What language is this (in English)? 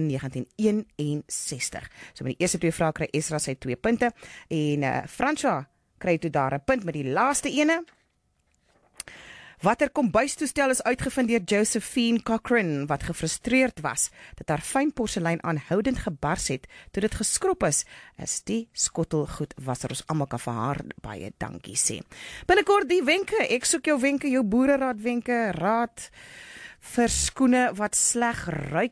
Afrikaans